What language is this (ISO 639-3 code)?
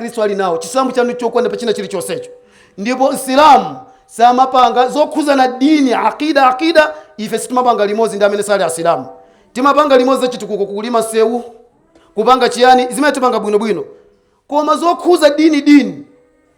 nya